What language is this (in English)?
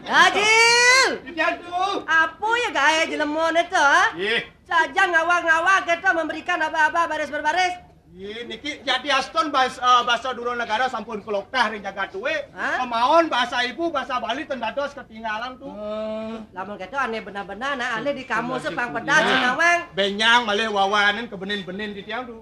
Balinese